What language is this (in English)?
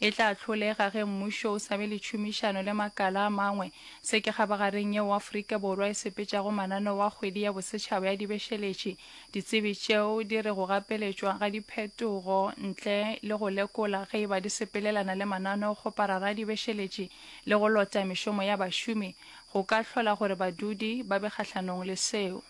Northern Sotho